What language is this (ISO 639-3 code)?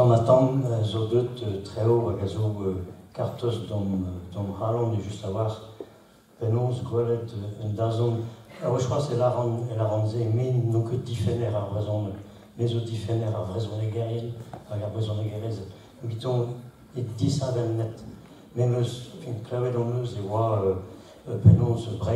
bre